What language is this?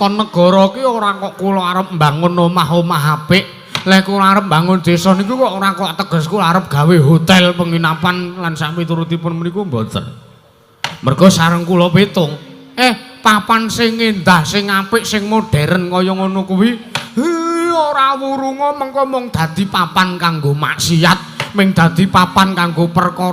Javanese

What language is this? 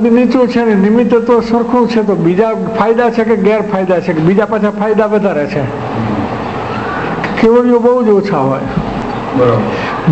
Gujarati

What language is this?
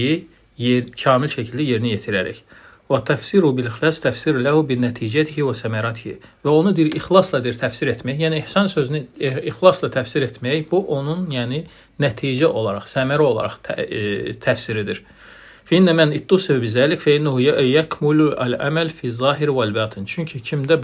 Azerbaijani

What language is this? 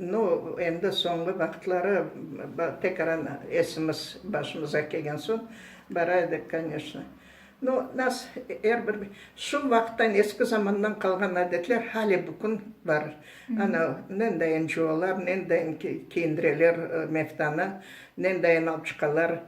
Crimean Tatar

